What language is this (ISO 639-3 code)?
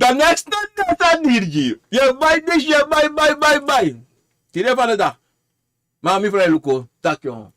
srn